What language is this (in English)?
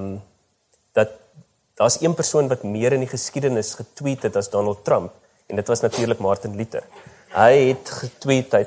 Afrikaans